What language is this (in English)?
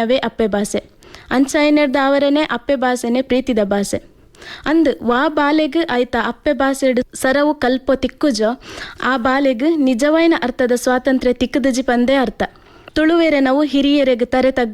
Tulu